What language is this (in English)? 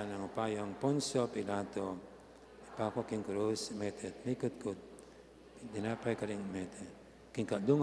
Pampanga